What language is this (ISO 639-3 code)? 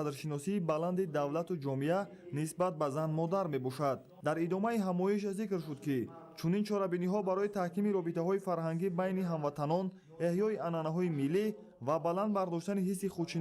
tgk